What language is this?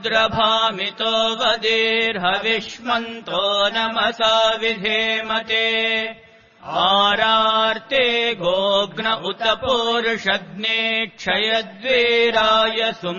Sanskrit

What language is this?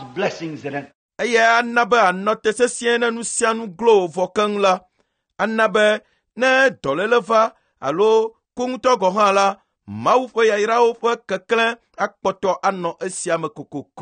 Ewe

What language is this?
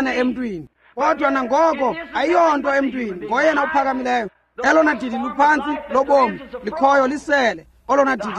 Xhosa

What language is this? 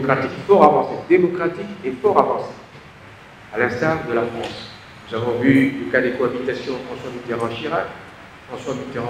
French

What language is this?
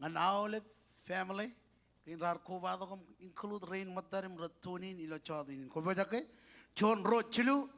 Marshallese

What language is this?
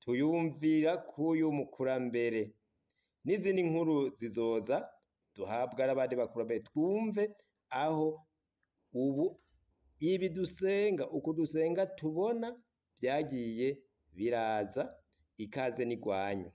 Rundi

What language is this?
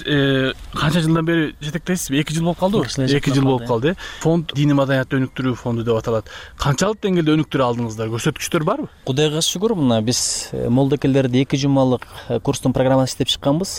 Kyrgyz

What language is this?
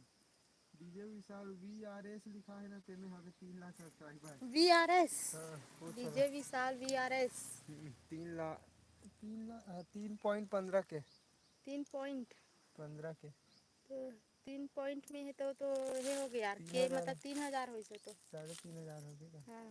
Chhattisgarhi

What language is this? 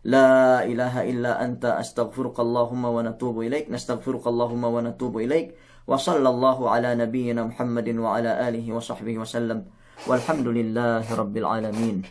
Yakan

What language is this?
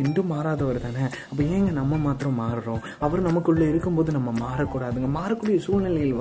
Tamil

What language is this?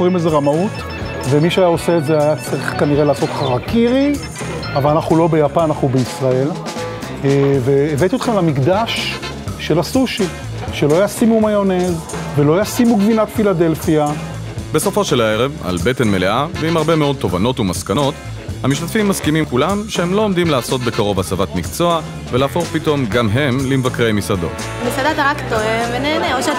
Hebrew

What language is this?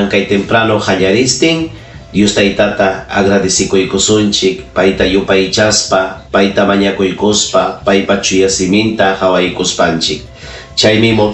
Ayacucho Quechua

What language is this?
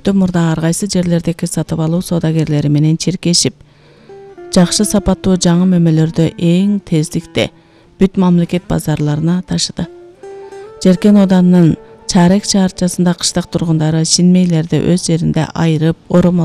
Kyrgyz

